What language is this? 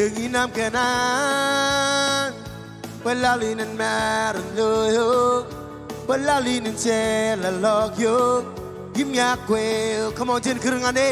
Marshallese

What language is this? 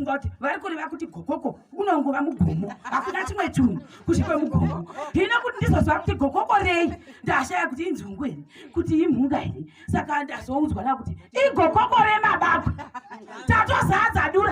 Shona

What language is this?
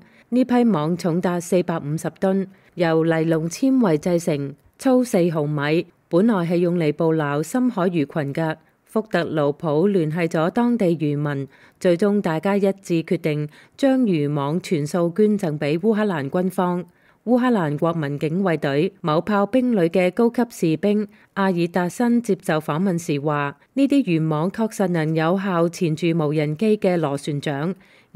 Cantonese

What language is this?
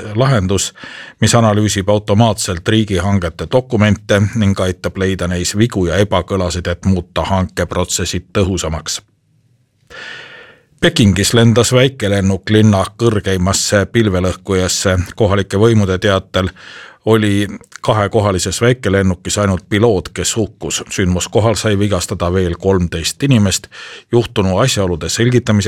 Estonian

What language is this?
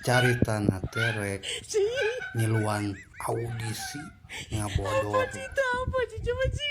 Sundanese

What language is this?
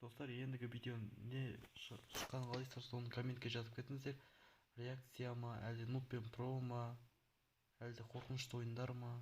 Kazakh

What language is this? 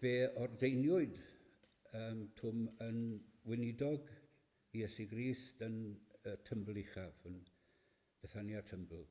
Welsh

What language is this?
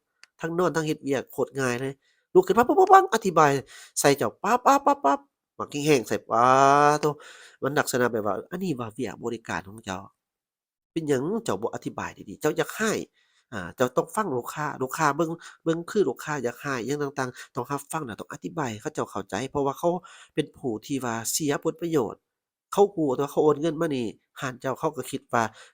Lao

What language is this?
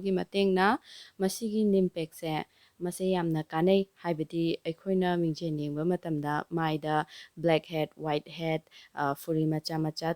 Manipuri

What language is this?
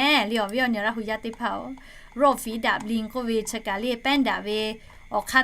Lahu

